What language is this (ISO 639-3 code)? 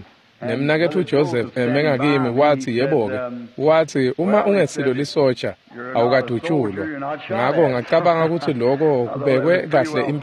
ssw